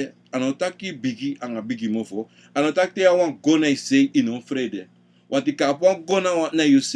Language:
Sranan Tongo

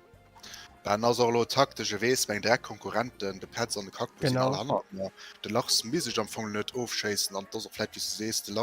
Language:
Luxembourgish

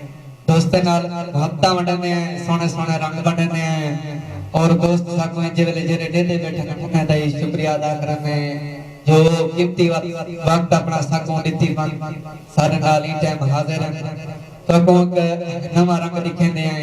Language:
Saraiki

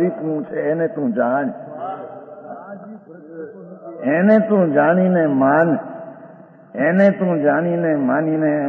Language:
Gujarati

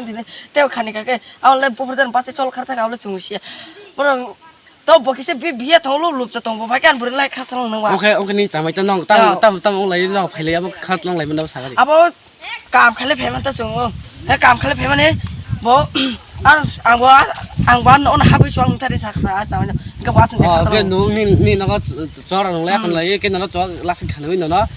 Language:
Kok Borok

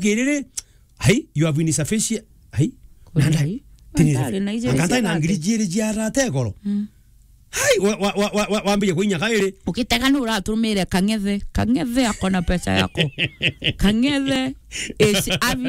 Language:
Meru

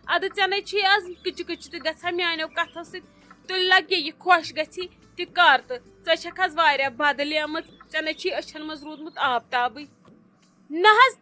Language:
Kashmiri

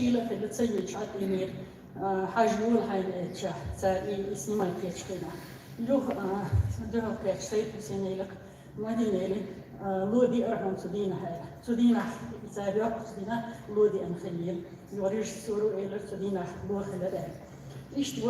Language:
Chechen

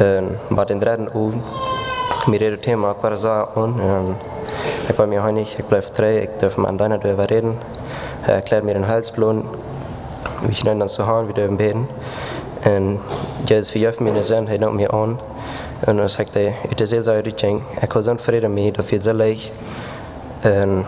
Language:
Plautdietsch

